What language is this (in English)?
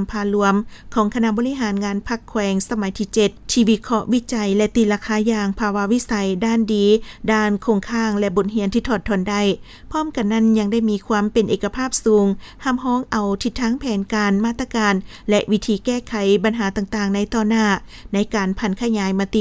Lao